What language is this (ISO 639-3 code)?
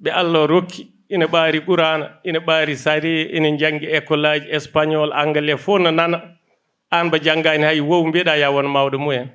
ful